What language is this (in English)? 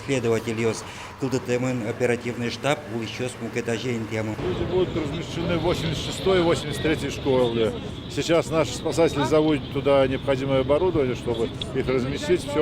Udmurt